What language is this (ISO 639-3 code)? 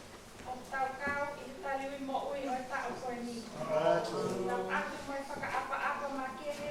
ton